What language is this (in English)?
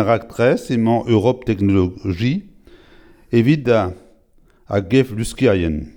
Breton